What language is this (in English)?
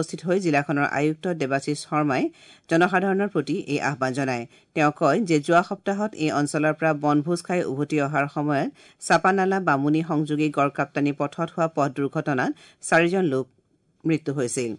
Assamese